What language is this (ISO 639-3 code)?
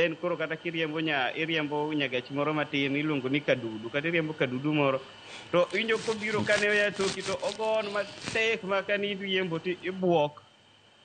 luo